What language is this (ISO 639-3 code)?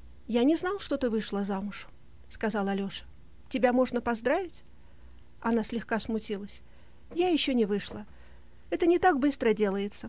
rus